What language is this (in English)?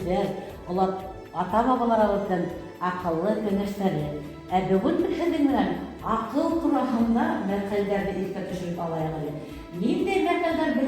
Bashkir